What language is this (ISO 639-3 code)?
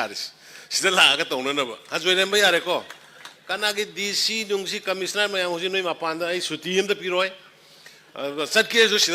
mni